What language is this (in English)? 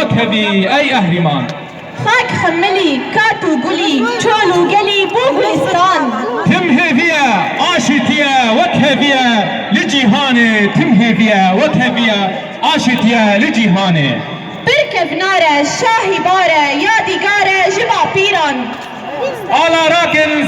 Kurdish